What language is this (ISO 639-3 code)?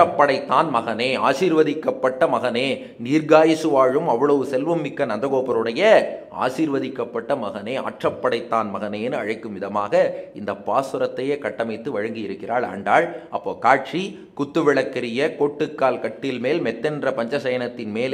tam